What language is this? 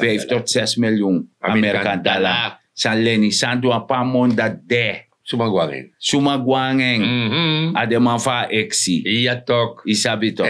Sranan Tongo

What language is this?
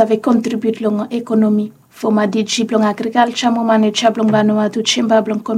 Bislama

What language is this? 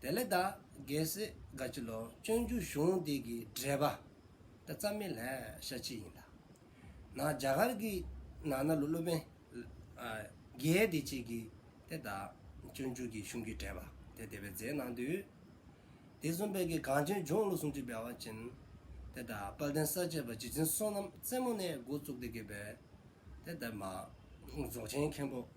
Dzongkha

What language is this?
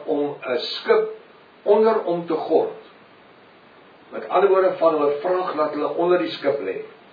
Afrikaans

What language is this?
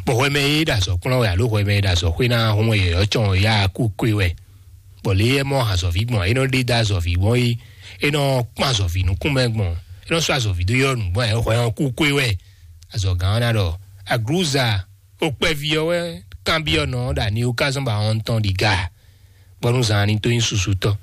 Fon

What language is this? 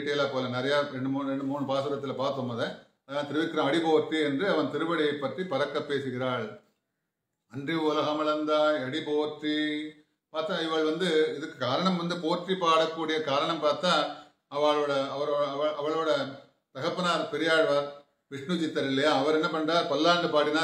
Tamil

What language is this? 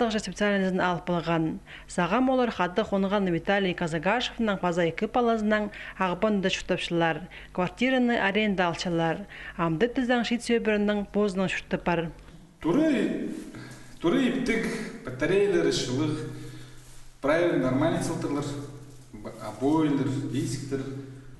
Khakas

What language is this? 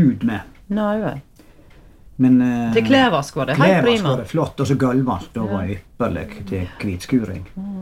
Norwegian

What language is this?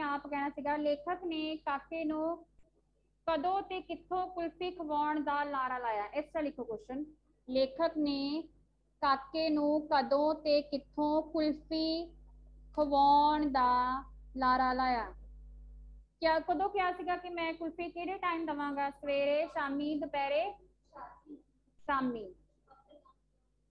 Punjabi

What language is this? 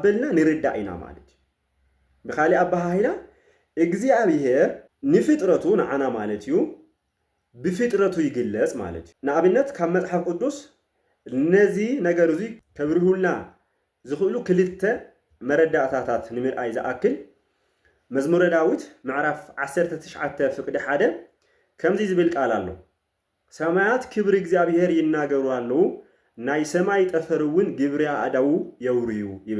Tigrinya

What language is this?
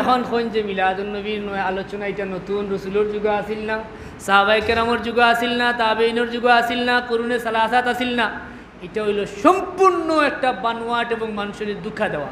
Sylheti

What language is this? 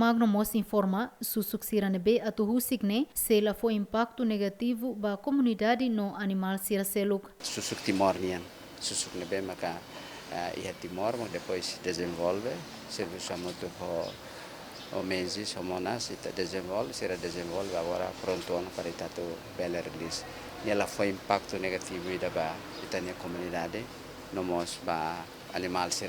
Tetum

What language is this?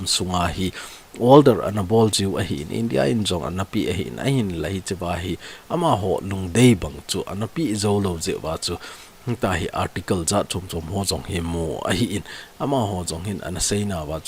Thado Chin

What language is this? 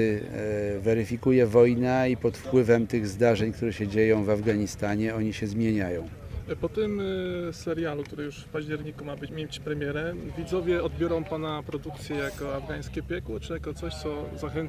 Polish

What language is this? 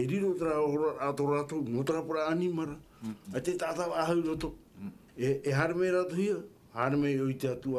Tahitian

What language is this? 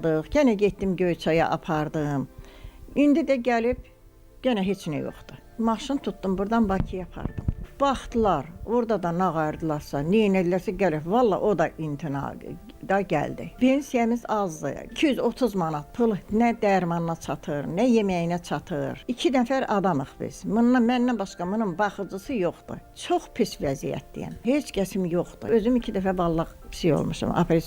Azerbaijani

